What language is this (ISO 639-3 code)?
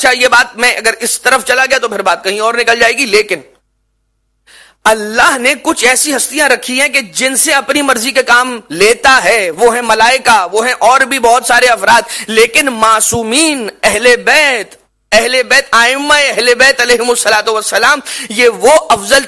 urd